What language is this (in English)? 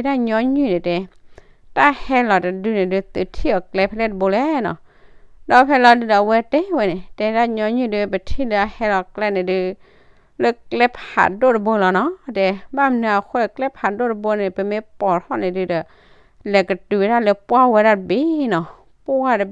S'gaw Karen